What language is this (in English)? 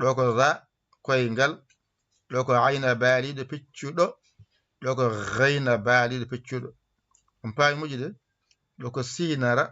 Fula